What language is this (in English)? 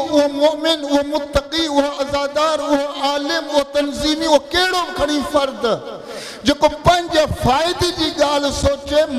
Sindhi